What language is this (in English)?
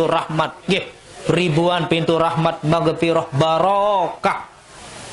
Sasak